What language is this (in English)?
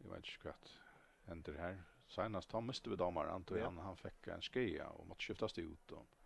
Faroese